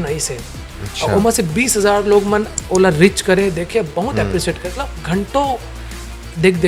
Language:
Chhattisgarhi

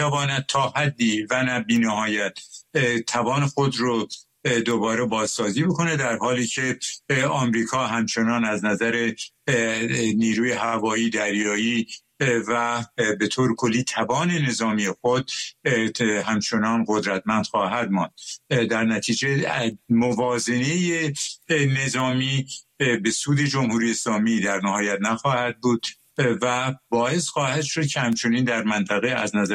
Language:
Persian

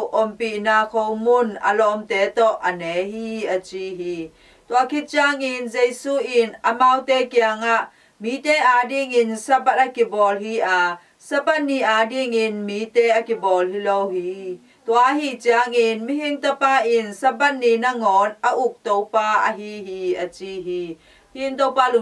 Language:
Tedim Chin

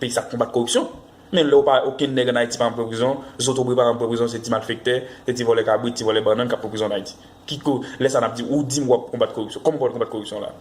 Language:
Haitian Creole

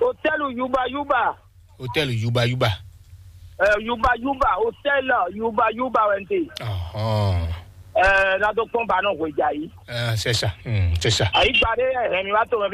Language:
Fon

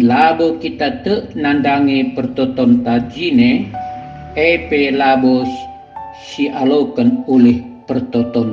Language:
Batak Karo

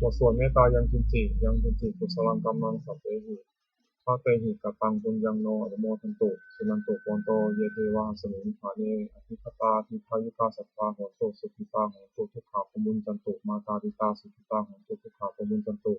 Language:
Pali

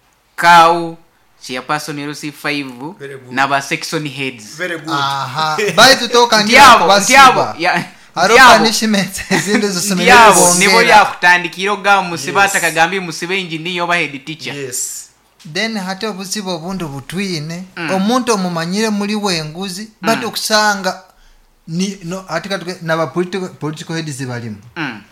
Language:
Nyoro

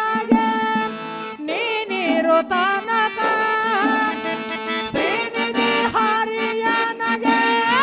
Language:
Kannada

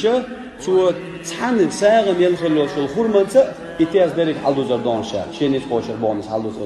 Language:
Chechen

